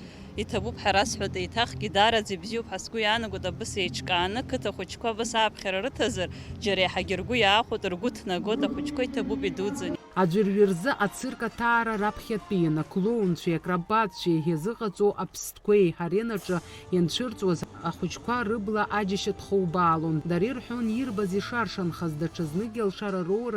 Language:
Abkhazian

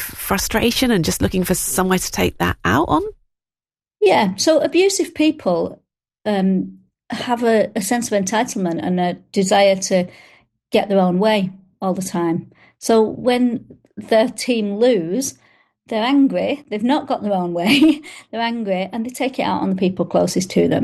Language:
English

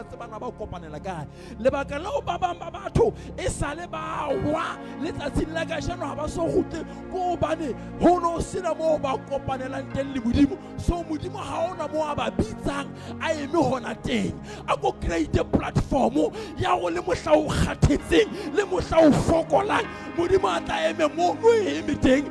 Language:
Southern Sotho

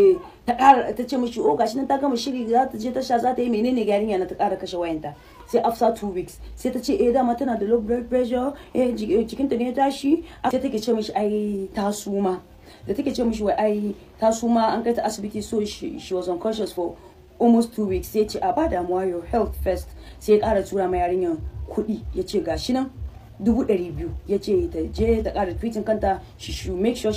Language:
Hausa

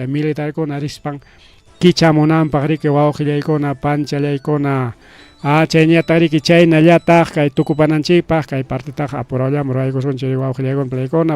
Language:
Ayacucho Quechua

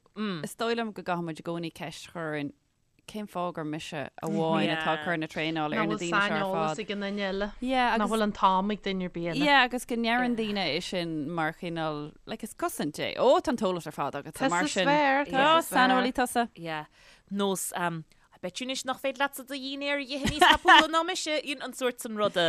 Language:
Irish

